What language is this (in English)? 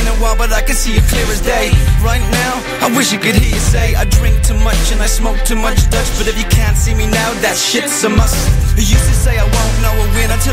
English